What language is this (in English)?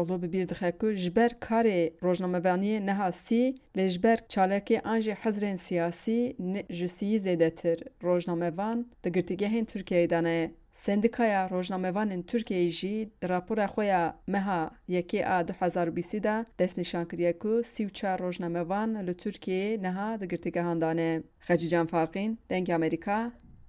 Kurdish